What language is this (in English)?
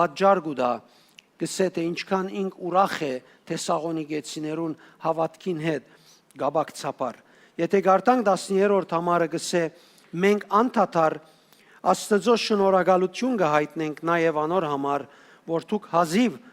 Western Armenian